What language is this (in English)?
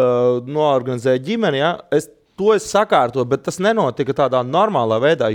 Latvian